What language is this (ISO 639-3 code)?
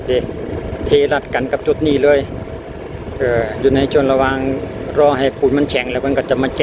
lao